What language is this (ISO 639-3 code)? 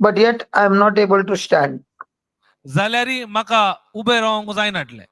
kok